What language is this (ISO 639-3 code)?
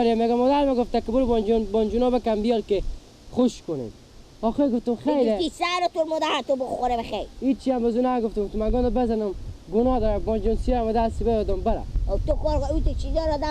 fas